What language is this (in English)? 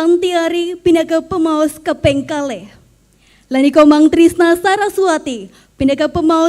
Balinese